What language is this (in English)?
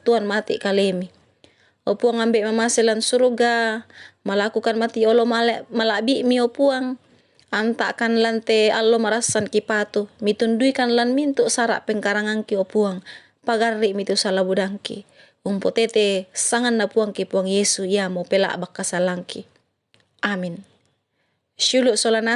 Toraja-Sa'dan